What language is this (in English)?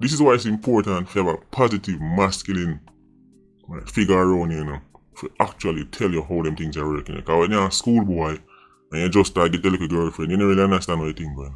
Jamaican Creole English